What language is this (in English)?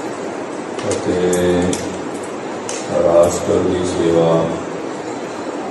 Punjabi